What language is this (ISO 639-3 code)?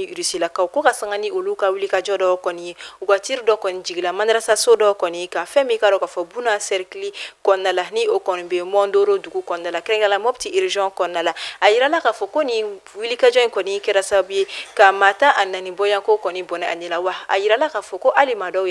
bam